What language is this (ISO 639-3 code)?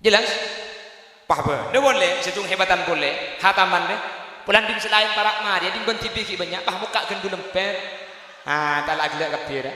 mad